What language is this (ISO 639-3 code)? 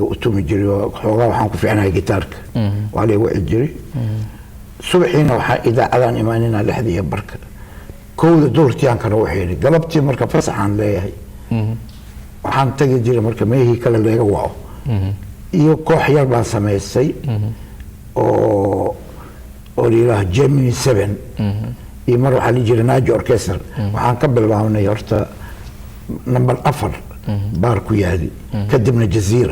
som